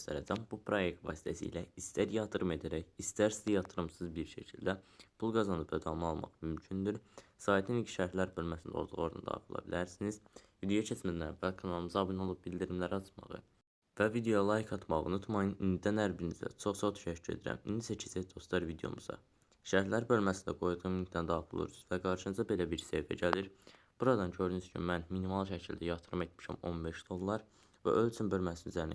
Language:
Azerbaijani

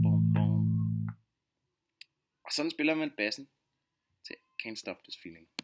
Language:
Danish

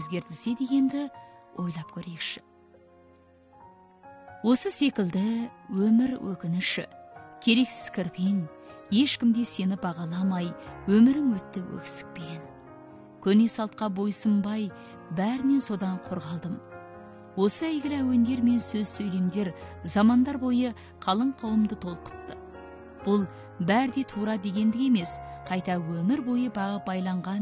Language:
Kazakh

